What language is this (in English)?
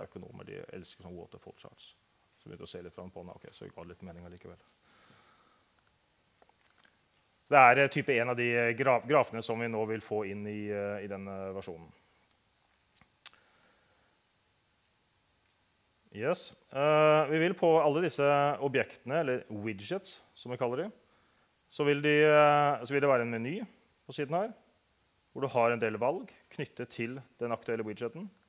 Norwegian